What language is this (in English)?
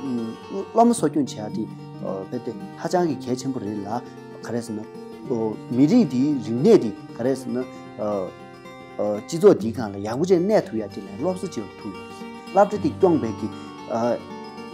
Tibetan